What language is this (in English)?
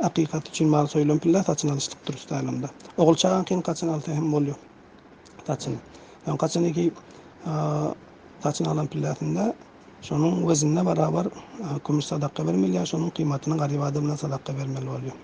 Turkmen